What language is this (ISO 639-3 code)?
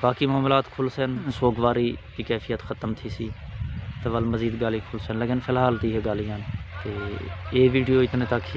skr